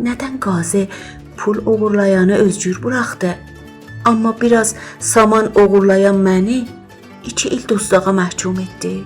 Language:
South Azerbaijani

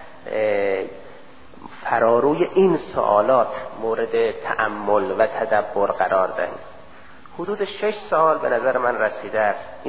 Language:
Persian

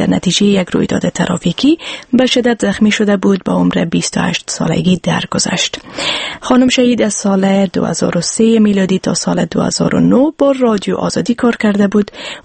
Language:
Persian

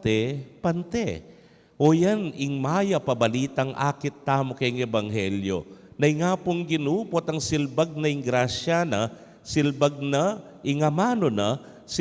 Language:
Pampanga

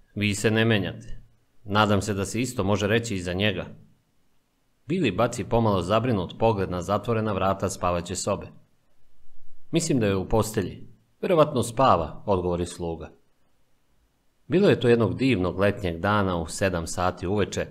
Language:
Serbian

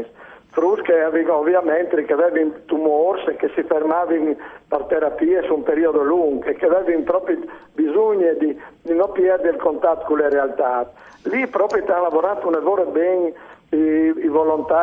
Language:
Friulian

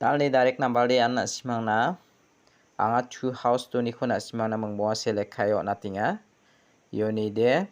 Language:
Garo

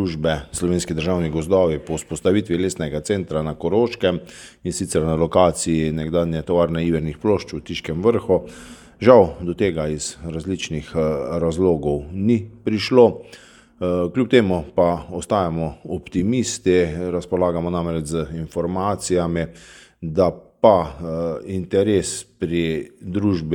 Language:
Slovenian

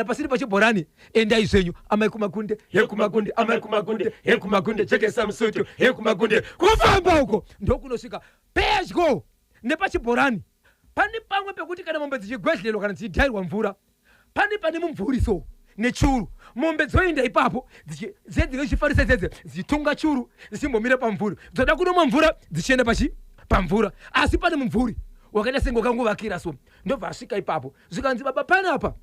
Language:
Shona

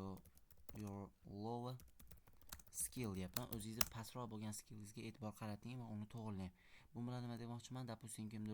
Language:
Uzbek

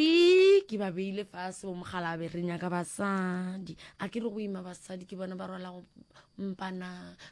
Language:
Northern Sotho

